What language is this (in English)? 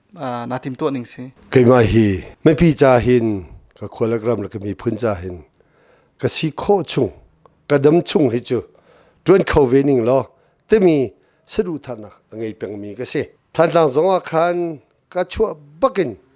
Hakha Chin